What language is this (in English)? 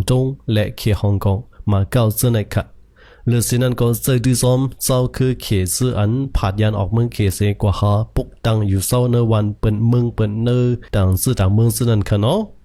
Shan